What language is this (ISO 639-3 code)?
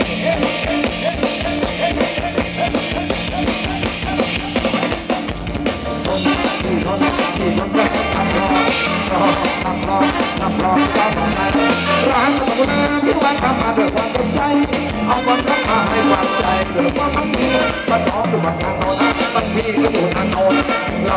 tha